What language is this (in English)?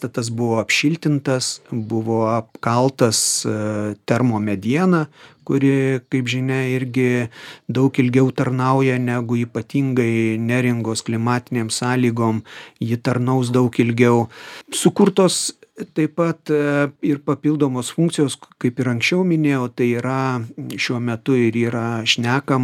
Lithuanian